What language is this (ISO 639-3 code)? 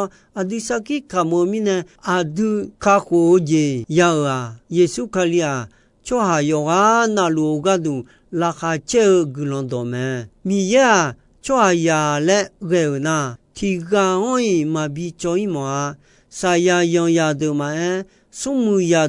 ahk